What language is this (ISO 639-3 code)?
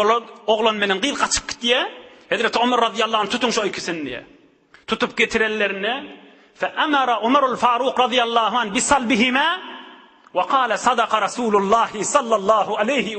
tuk